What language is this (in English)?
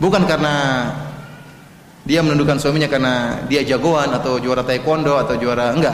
Indonesian